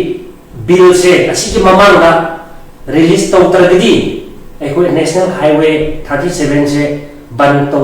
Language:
Manipuri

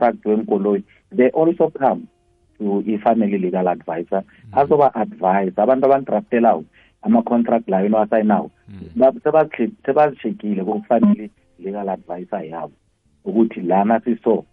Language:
South Ndebele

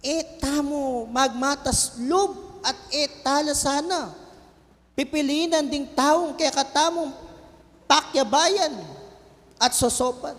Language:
Pampanga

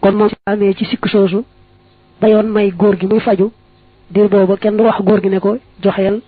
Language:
Wolof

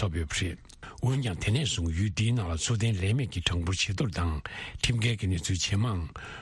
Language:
Tibetan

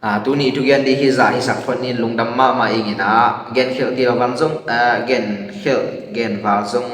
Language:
Tedim Chin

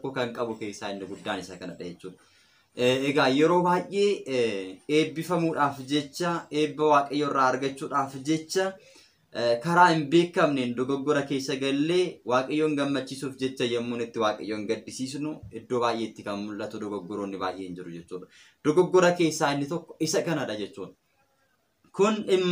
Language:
Oromo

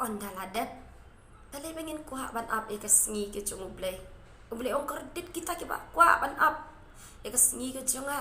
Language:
Khasi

